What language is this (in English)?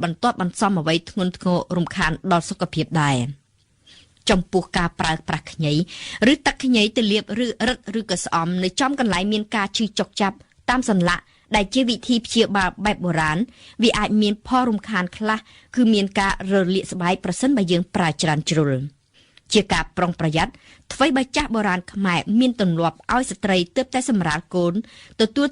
Khmer